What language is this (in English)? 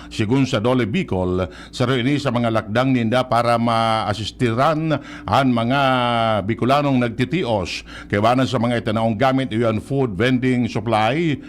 Bikol